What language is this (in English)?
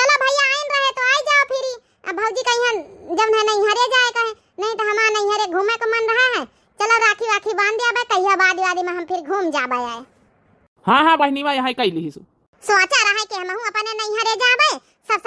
Awadhi